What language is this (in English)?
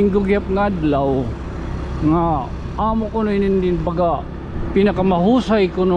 Waray